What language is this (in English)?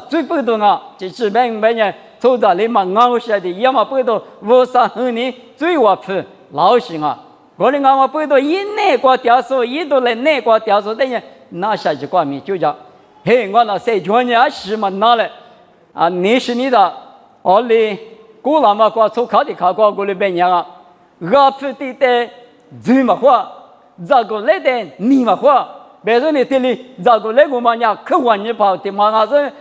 Lisu